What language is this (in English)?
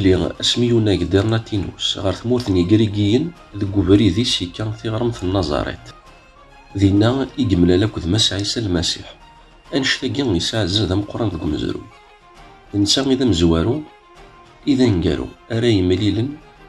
Kabyle